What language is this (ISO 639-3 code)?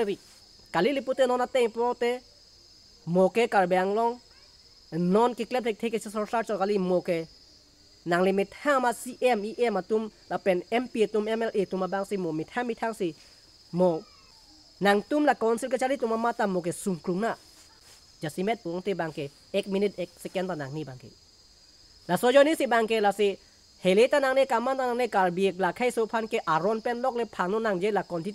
mjw